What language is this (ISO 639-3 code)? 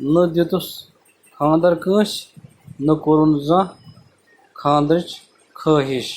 kas